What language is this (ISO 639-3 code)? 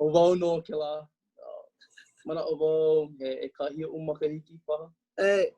haw